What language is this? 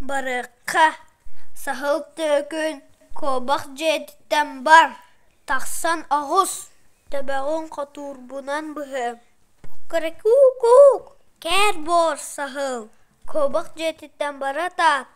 Yakut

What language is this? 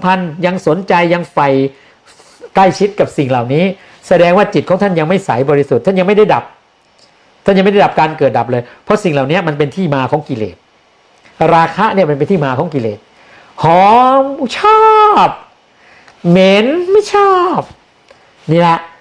Thai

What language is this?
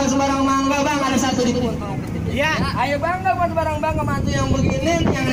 Betawi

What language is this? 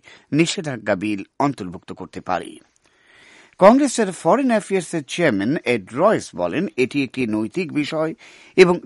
Bangla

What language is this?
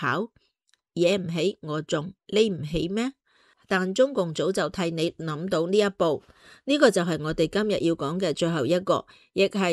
Cantonese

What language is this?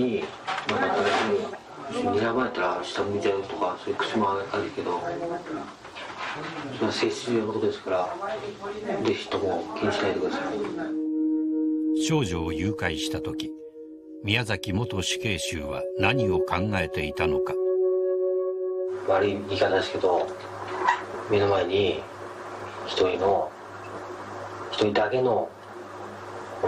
Japanese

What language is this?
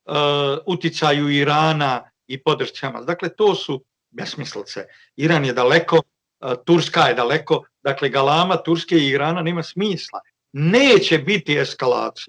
Bosnian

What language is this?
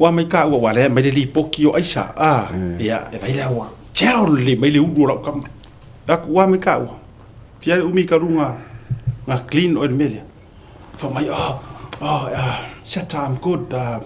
Samoan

